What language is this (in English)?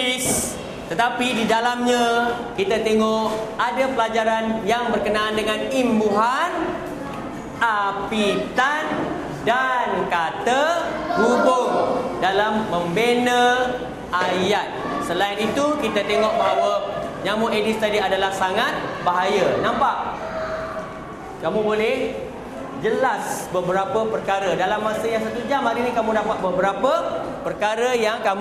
Malay